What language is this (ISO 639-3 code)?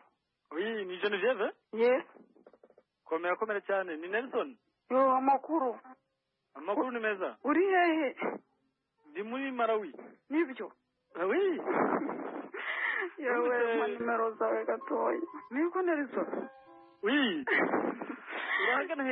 kin